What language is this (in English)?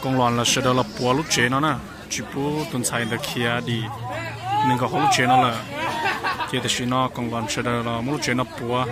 Hmong